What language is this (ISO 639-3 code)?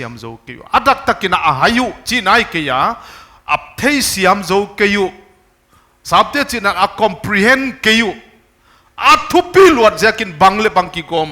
pck